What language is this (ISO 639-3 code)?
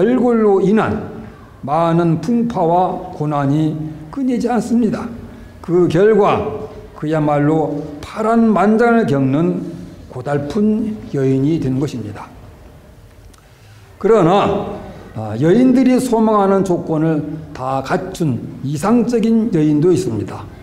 kor